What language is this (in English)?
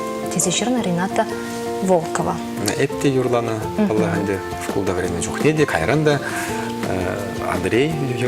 Chuvash